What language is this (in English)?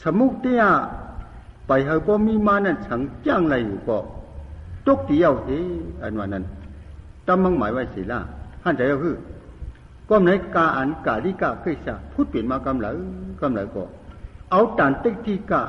Shan